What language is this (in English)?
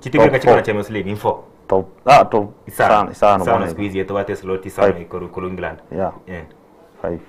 Gusii